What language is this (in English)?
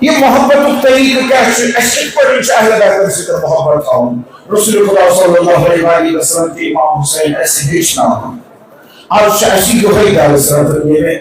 Kashmiri